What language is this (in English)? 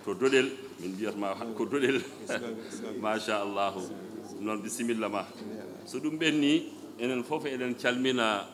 Fula